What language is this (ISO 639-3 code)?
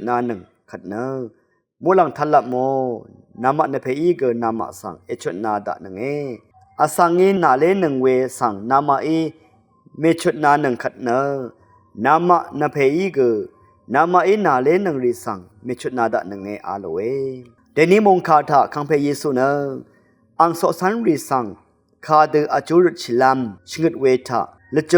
raw